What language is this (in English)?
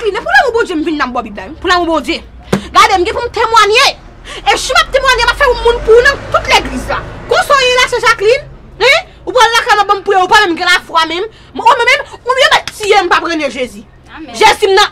Haitian Creole